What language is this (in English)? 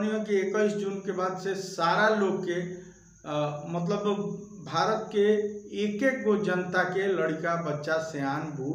Bhojpuri